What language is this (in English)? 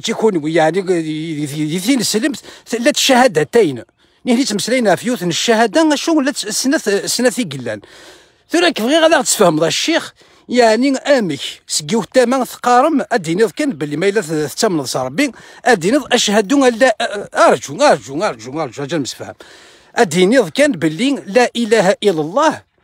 Kabyle